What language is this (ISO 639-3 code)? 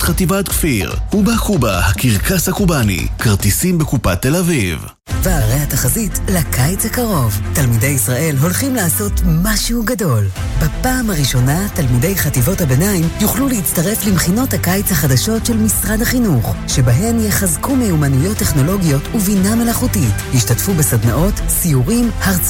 heb